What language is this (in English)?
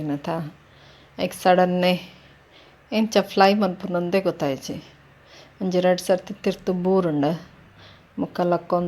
Tulu